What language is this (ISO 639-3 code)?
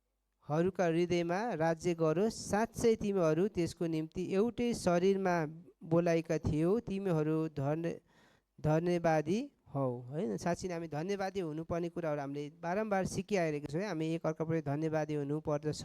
nep